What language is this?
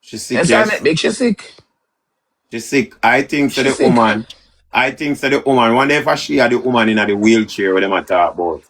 Jamaican Creole English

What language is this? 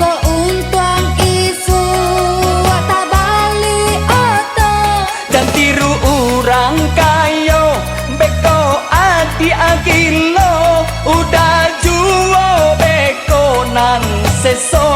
Minangkabau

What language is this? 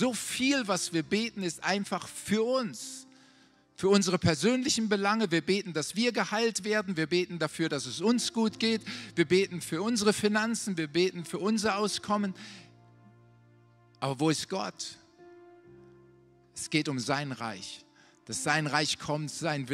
German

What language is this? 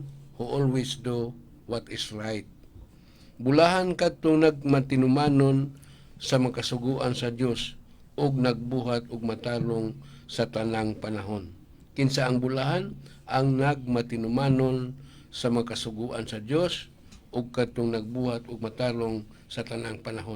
Cebuano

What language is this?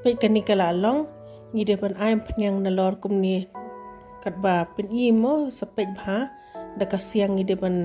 Khasi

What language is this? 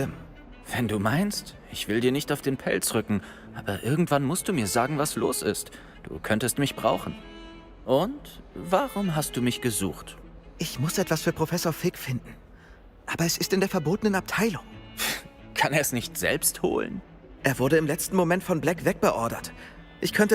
Bavarian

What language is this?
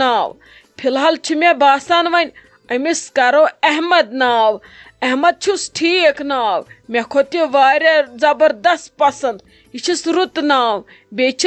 Kashmiri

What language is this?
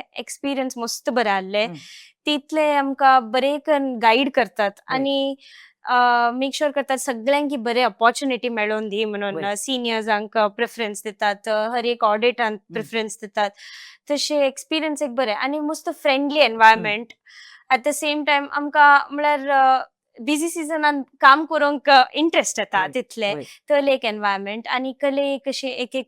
Konkani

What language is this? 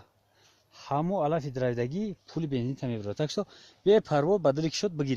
Tajik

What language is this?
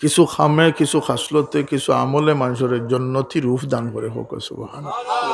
Sylheti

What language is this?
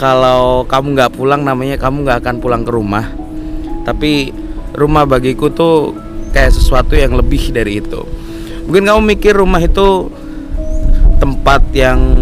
Indonesian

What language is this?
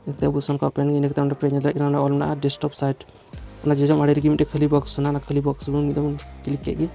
Santali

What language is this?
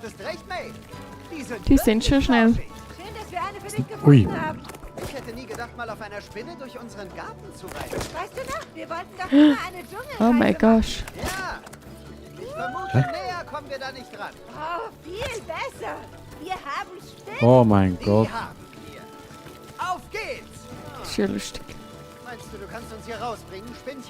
Swiss German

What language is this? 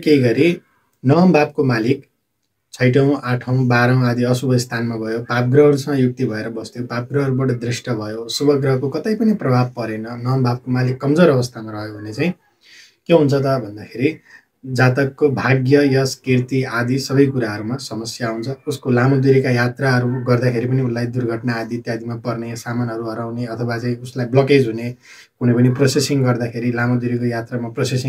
Nepali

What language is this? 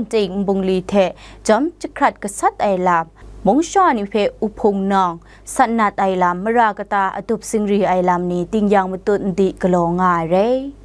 Kachin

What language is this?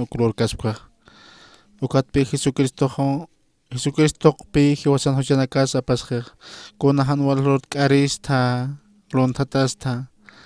Aymara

